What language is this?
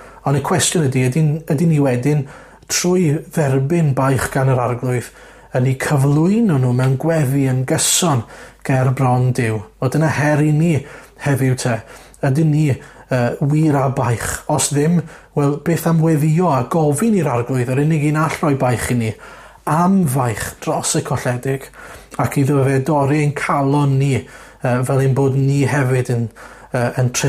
Welsh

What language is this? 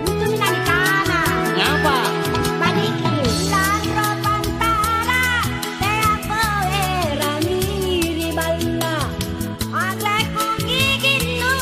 Makasar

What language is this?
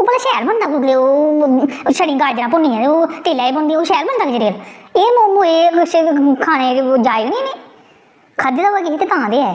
Dogri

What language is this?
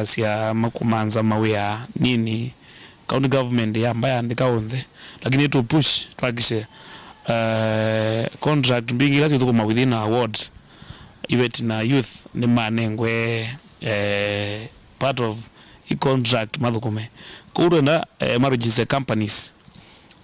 Kamba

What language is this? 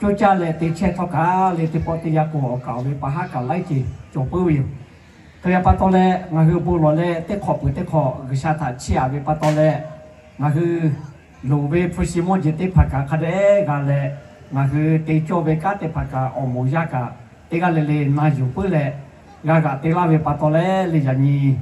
Lahu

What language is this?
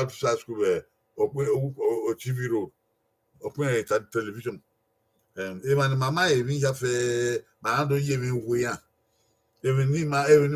Bini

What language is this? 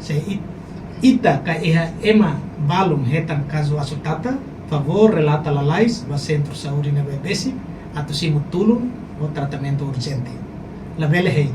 Tetum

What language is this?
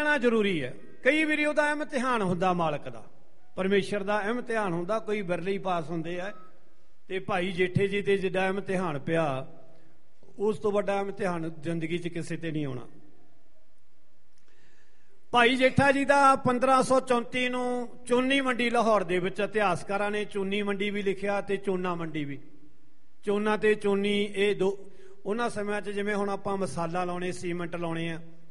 Punjabi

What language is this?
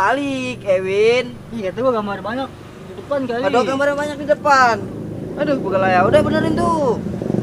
Betawi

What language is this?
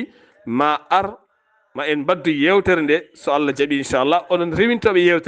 Fula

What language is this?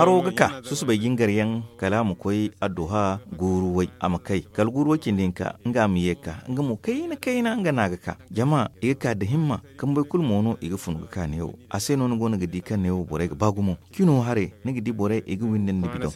Zarma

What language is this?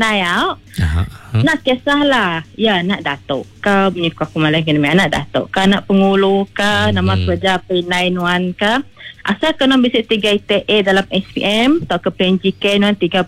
Iban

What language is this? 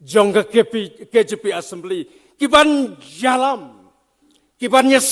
Khasi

